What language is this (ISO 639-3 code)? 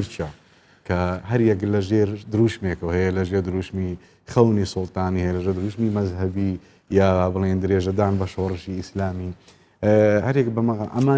ckb